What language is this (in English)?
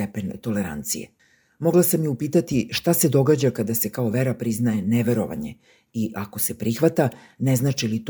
Serbian